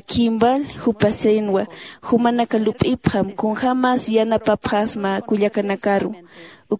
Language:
Aymara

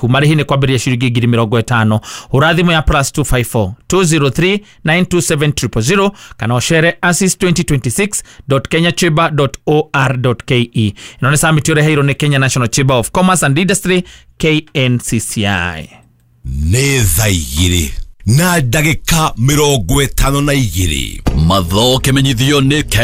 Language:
Kikuyu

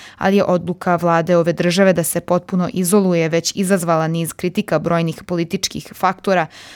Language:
Serbian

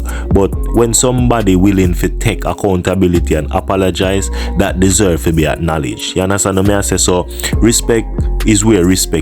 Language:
Jamaican Creole English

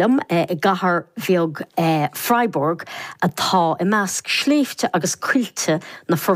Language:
Irish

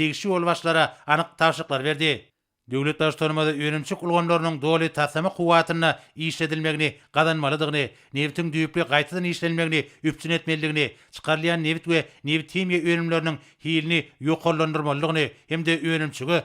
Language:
Turkmen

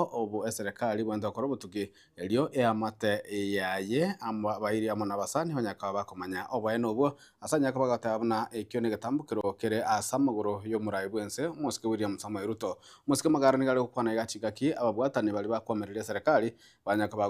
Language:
Gusii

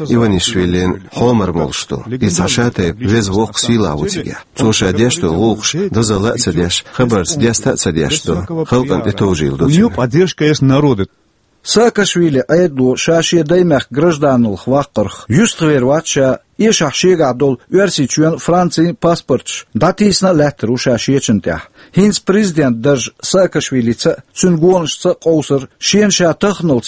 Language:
Chechen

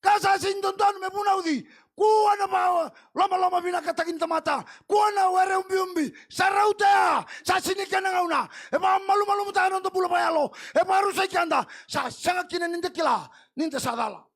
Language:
Fijian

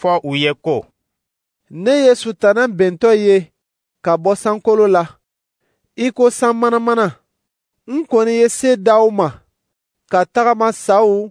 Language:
Dyula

